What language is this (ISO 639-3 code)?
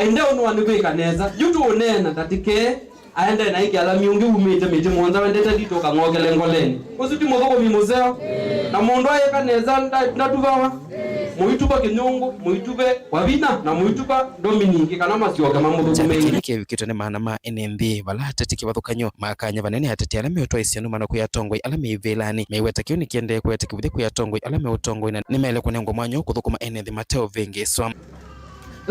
kam